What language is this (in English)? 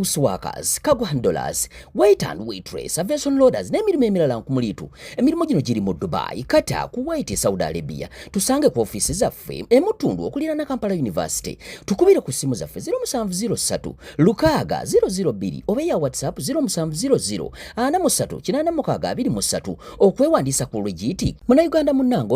Ganda